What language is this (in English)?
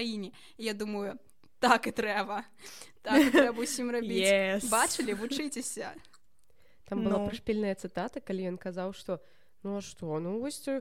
Belarusian